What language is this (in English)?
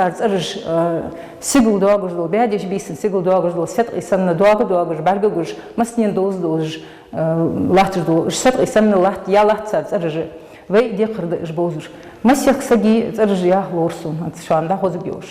Ingush